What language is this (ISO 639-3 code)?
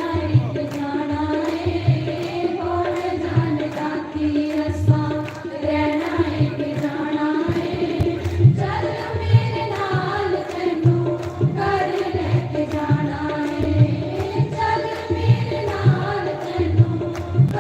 doi